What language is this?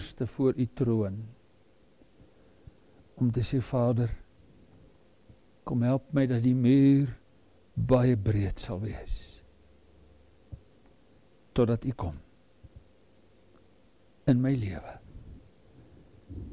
Afrikaans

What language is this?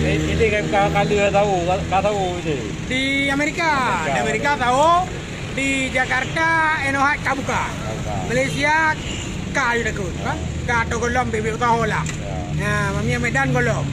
Achinese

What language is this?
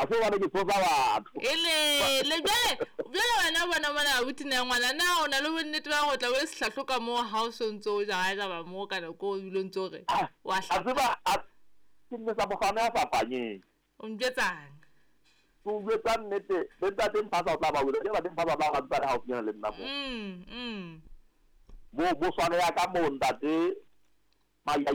Southern Sotho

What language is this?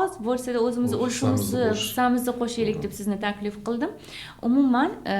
Uzbek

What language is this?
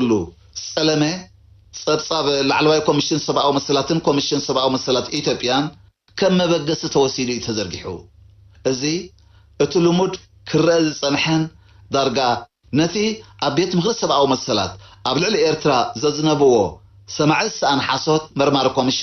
Tigrinya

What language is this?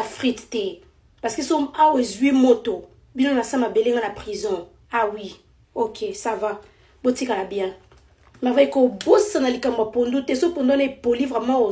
Lingala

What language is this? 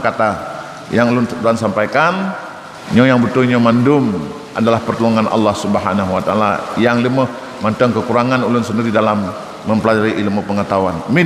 Achinese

